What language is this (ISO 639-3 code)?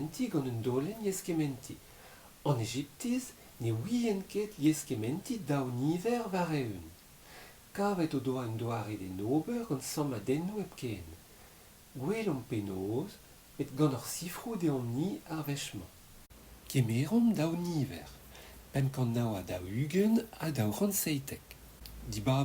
bre